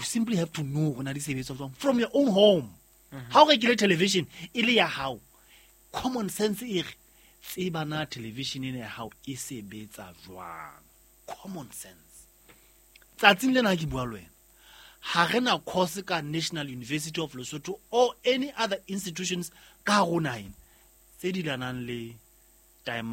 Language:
Southern Sotho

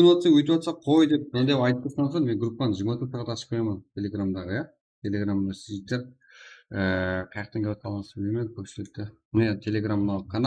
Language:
Kara-Kalpak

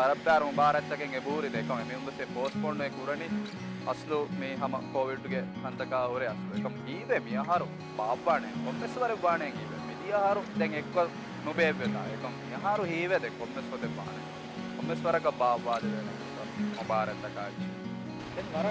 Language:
Divehi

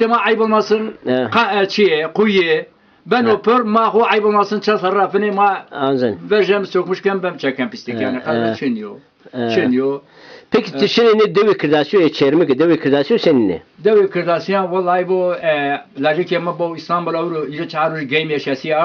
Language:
Zaza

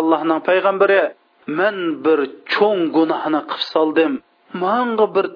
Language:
Uyghur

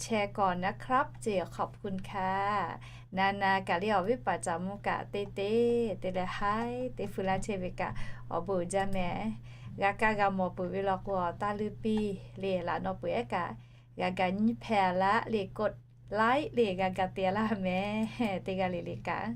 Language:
Lahu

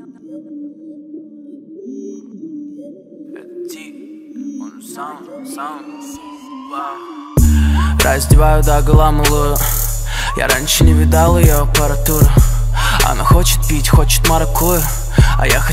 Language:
Russian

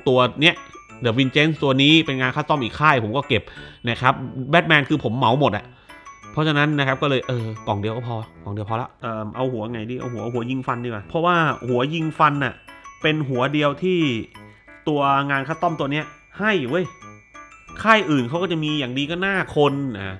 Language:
Thai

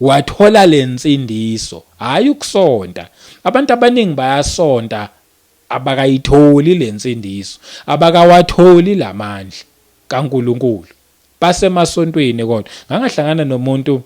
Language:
Zulu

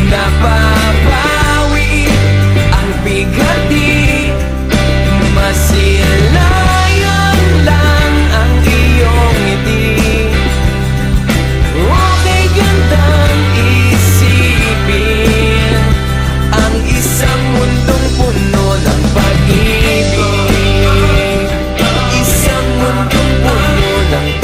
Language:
Filipino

